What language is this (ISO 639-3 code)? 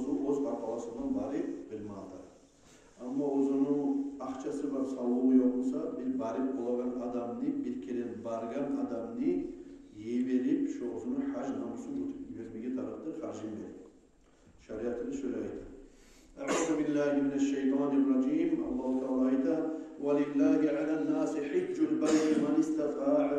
kum